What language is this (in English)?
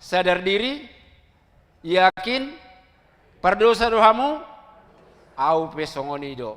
Batak Toba